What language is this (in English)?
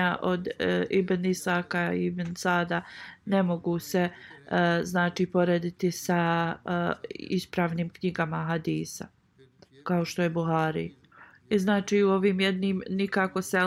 Bosnian